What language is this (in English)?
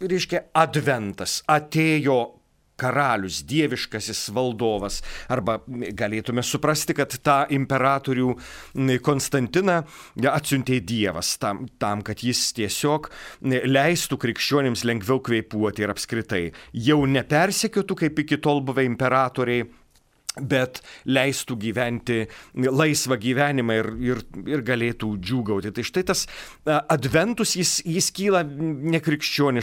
Lithuanian